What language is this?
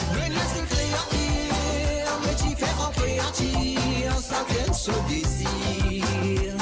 Morisyen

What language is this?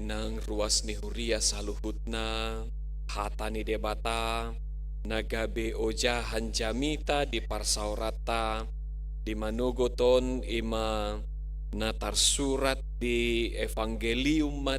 Batak Toba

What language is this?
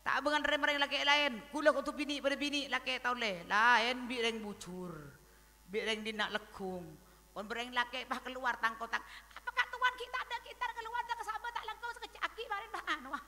Madurese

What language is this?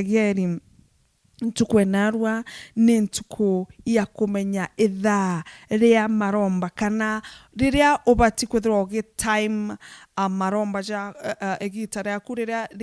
Meru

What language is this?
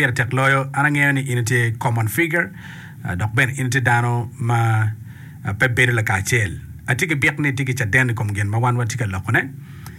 Acoli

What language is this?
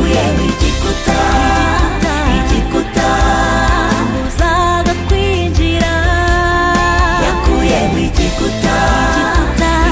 Kinyarwanda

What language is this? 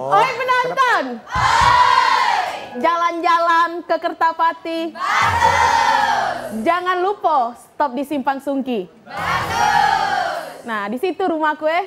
Musi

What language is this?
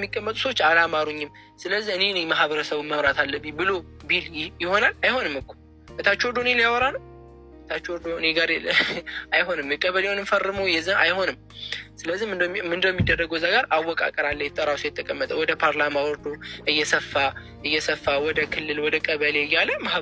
Amharic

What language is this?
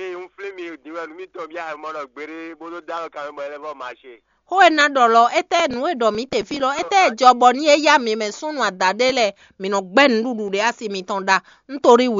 Fon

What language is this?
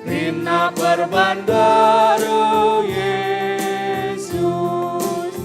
Batak Karo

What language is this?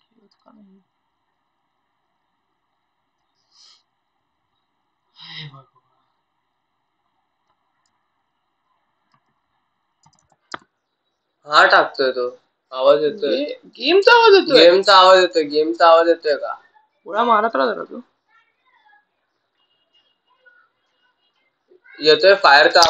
Marathi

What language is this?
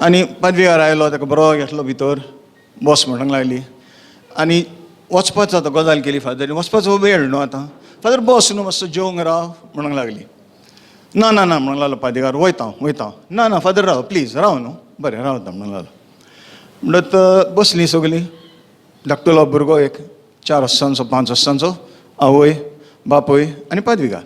Konkani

